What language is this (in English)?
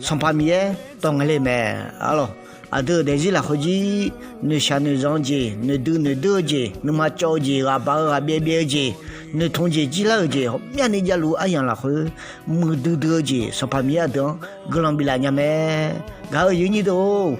Akha